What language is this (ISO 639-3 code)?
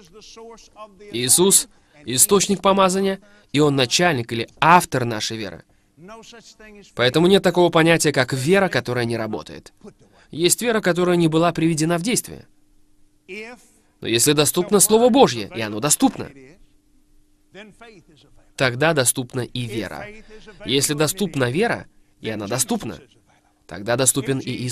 rus